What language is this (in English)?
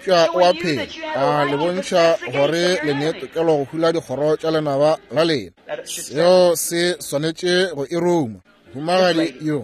Northern Sotho